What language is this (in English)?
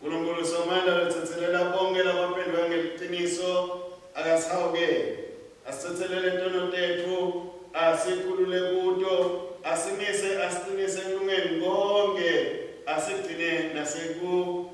Swati